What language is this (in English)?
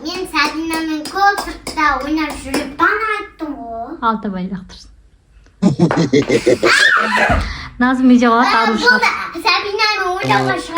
Kazakh